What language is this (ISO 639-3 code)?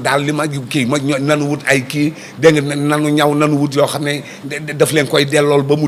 wol